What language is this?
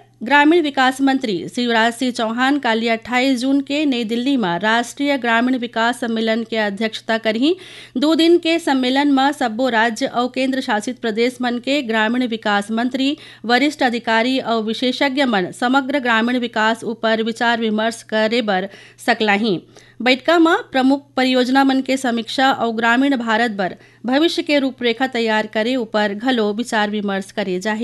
Chhattisgarhi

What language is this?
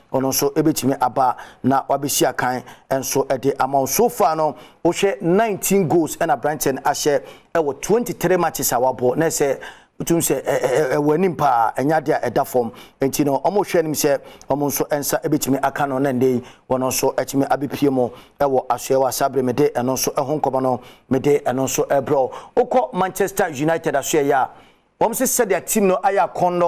Akan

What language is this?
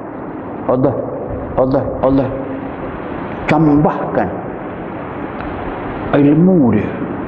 Malay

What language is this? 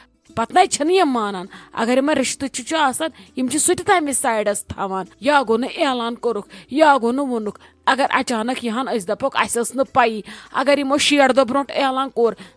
Kashmiri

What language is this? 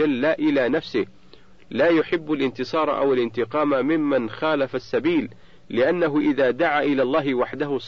Arabic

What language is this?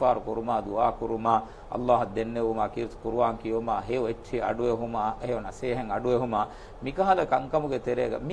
Divehi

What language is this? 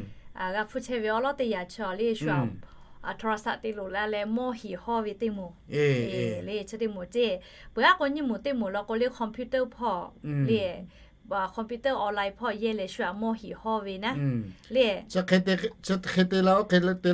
Lahu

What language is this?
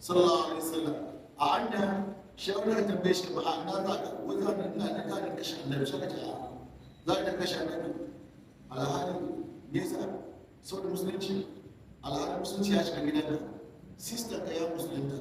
Hausa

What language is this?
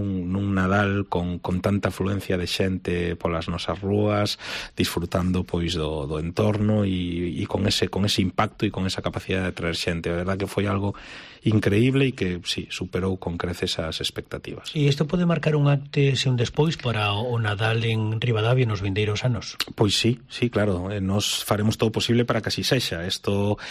Galician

